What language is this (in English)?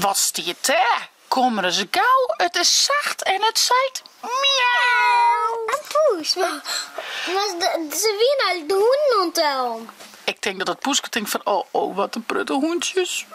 Western Frisian